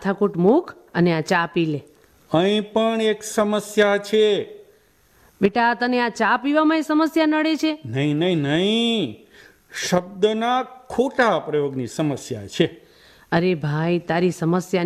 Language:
Gujarati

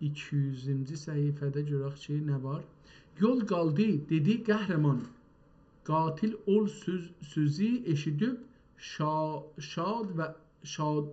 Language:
South Azerbaijani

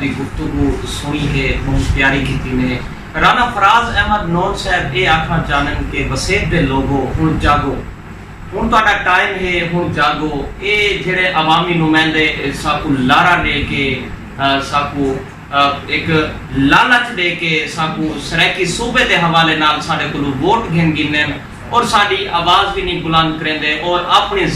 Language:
Saraiki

